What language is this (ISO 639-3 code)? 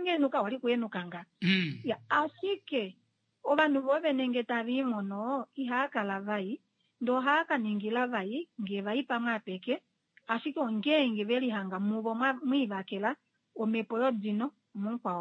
kua